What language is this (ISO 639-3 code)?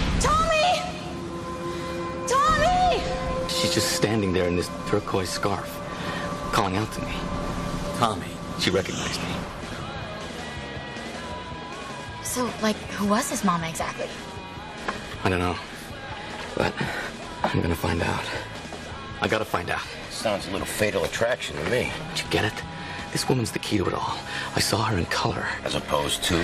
eng